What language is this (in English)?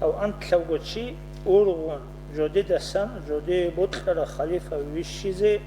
Avaric